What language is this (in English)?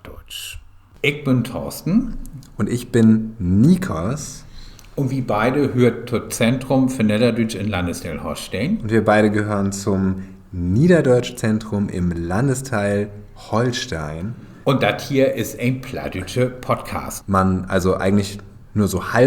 Low German